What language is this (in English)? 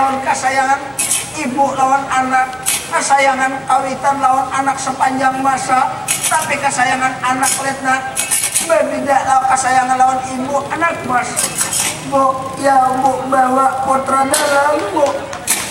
Banjar